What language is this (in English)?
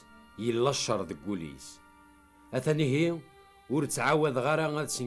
Kabyle